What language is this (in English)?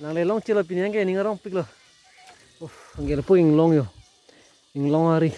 Karbi